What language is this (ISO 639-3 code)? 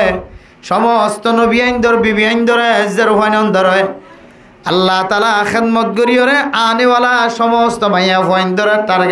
rhg